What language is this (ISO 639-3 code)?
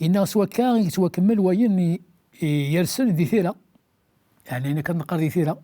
kab